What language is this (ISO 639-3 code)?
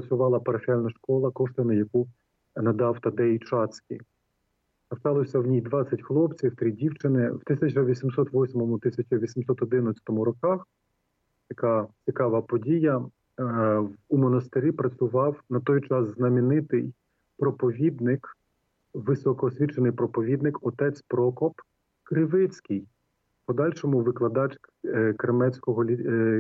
ukr